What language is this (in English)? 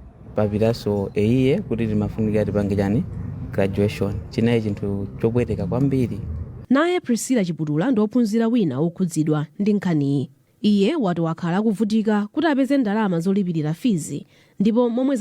Nyanja